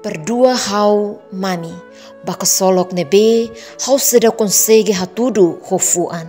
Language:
Tetum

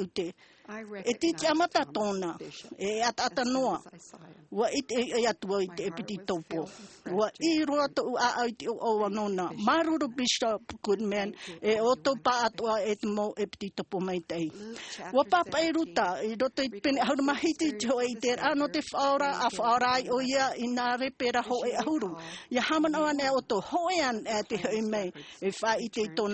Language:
Tahitian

